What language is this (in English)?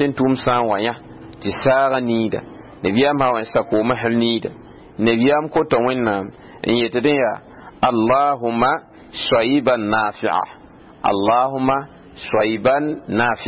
Mossi